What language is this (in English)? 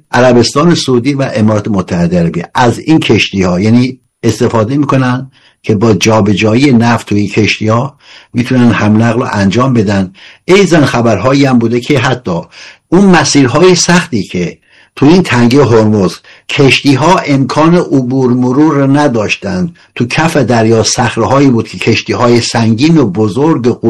Persian